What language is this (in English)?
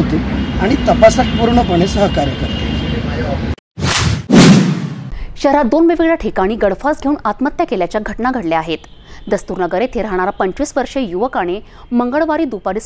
Marathi